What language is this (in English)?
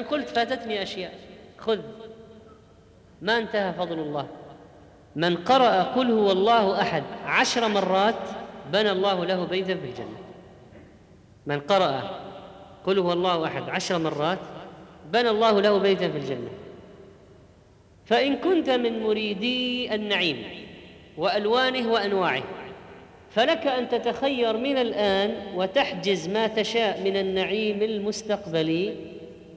Arabic